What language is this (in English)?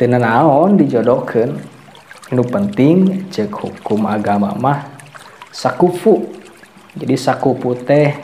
Sundanese